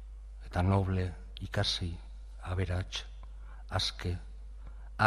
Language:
Basque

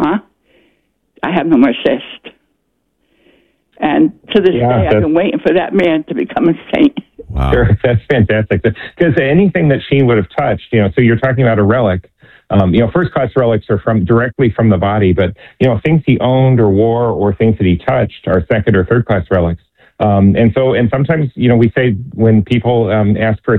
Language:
English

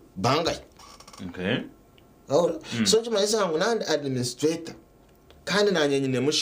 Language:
Nyankole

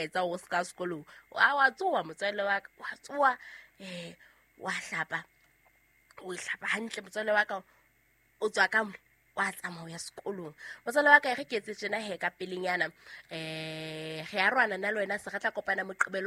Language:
Southern Sotho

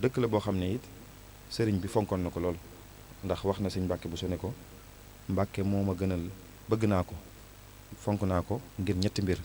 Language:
Wolof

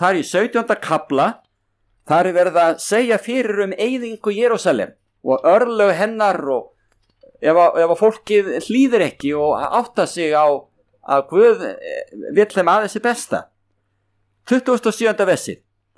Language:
Icelandic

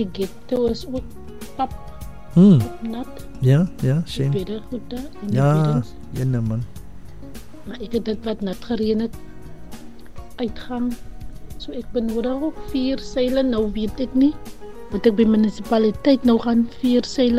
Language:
Afrikaans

